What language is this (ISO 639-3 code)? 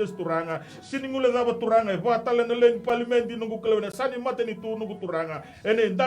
fij